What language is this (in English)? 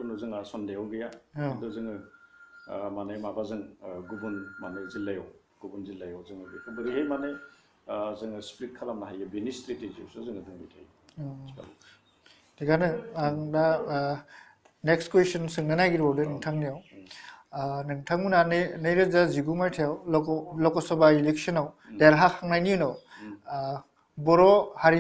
Bodo